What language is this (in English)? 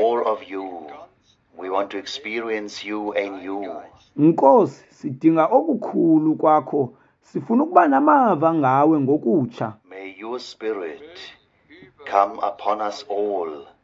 Xhosa